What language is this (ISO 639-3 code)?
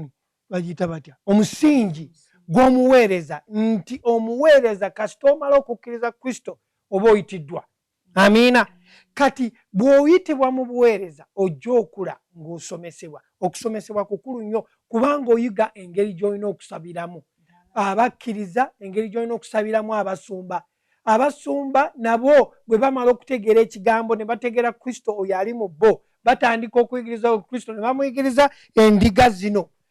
lug